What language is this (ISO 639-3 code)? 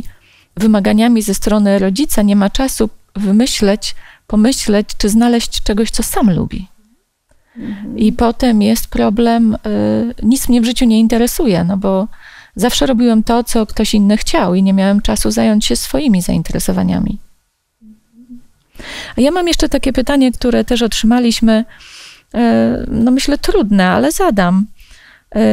pol